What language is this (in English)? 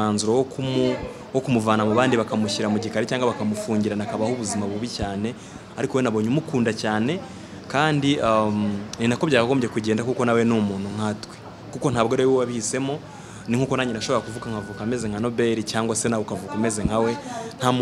Kinyarwanda